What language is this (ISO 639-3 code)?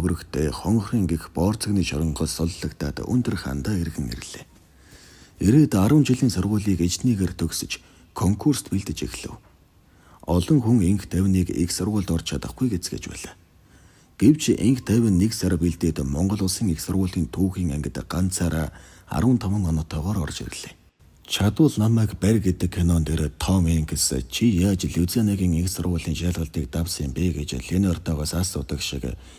mon